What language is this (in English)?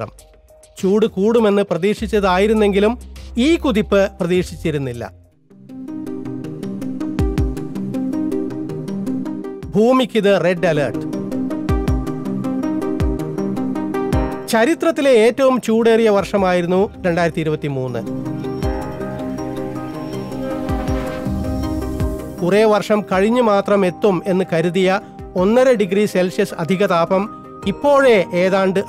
Malayalam